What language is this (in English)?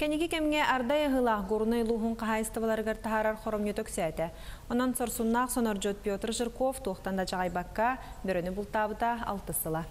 Yakut